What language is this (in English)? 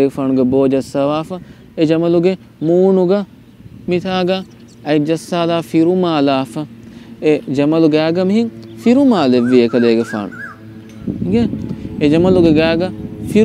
Divehi